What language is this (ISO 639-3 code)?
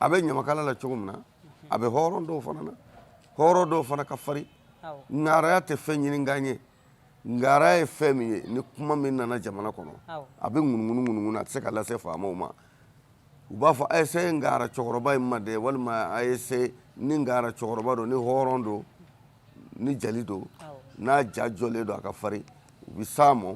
bam